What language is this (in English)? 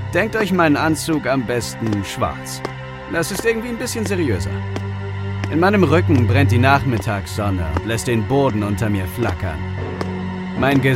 German